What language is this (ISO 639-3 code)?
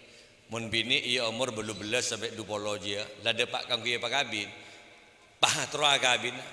mad